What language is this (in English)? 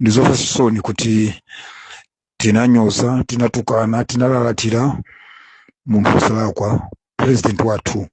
Nyanja